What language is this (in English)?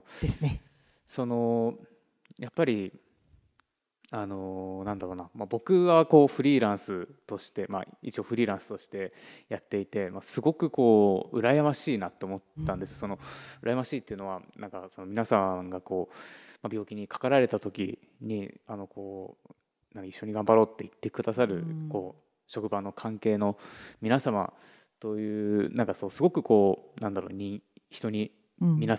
Japanese